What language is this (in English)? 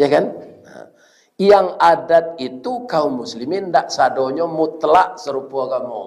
Minangkabau